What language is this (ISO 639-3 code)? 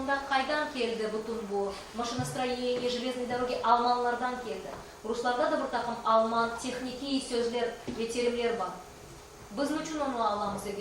crh